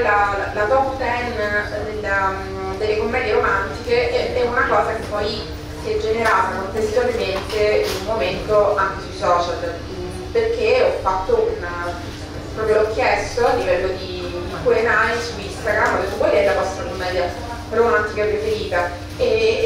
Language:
Italian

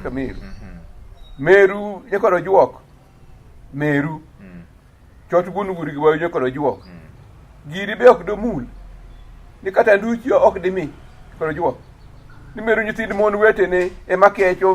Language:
Luo (Kenya and Tanzania)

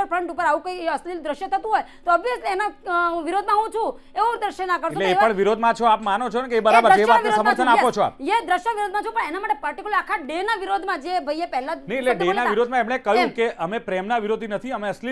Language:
Gujarati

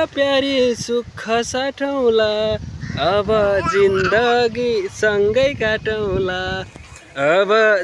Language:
Nepali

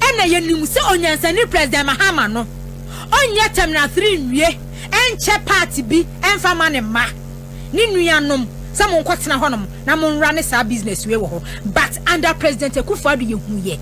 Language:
Akan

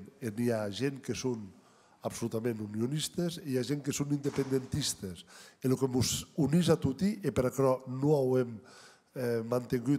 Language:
Occitan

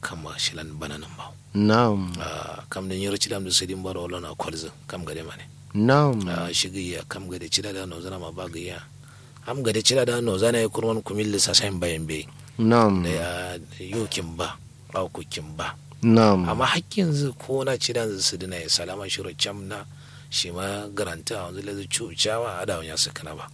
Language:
Kanuri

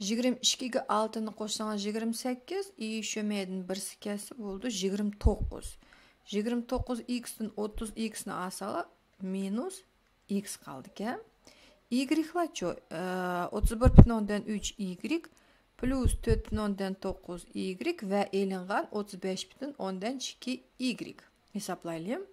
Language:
Uyghur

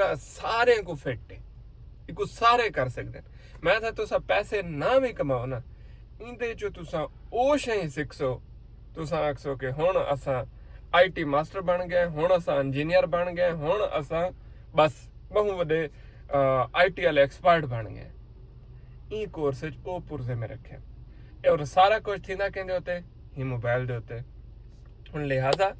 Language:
Saraiki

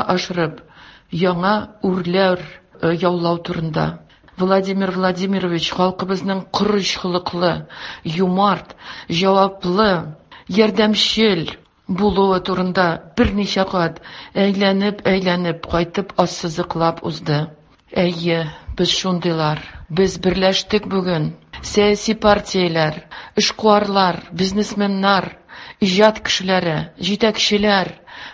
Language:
Tatar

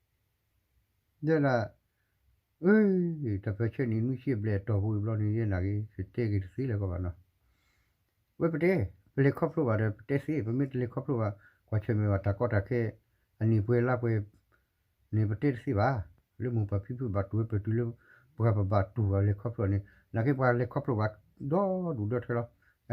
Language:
S'gaw Karen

